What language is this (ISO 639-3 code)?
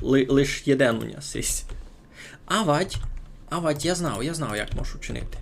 rue